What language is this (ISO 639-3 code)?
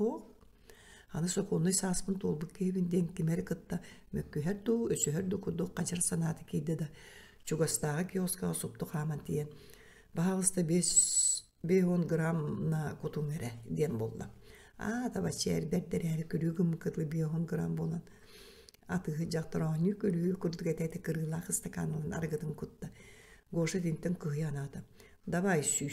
sah